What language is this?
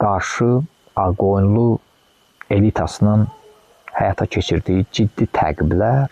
Azerbaijani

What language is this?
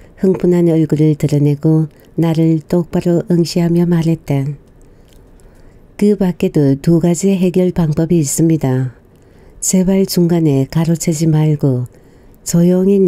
Korean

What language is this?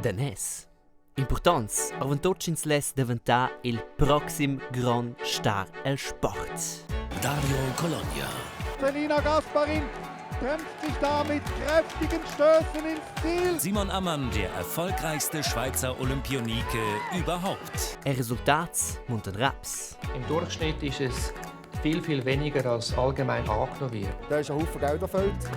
Romansh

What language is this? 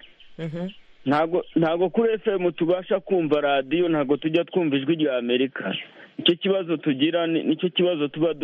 Kinyarwanda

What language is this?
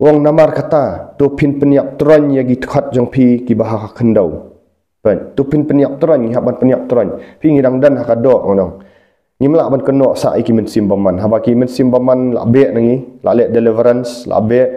Khasi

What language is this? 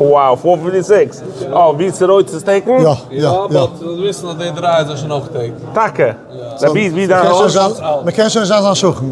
Yiddish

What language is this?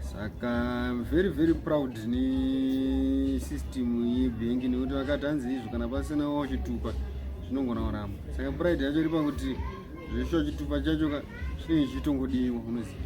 Shona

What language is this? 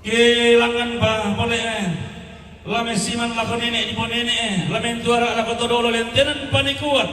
Toraja-Sa'dan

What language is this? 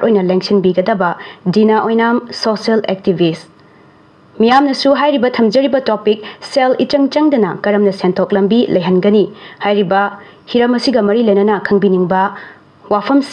Manipuri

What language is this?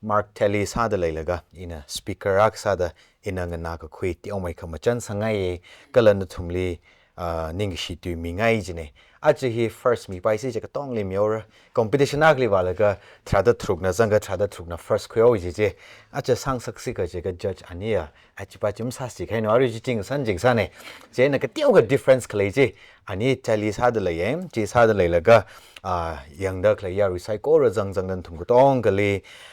Tangkhul Naga (India)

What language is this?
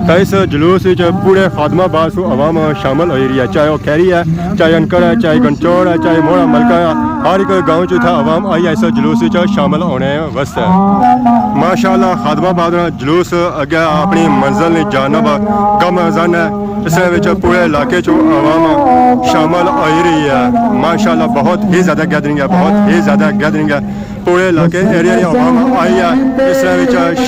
Pahari-Potwari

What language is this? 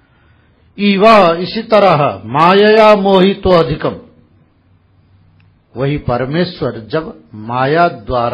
Hindi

